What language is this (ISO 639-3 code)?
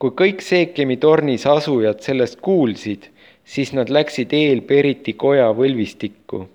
est